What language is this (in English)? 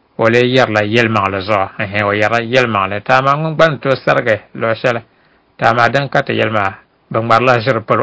Dagbani